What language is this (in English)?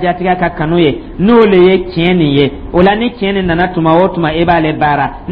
Dyula